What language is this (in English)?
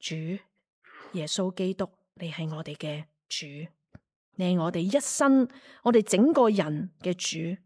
Cantonese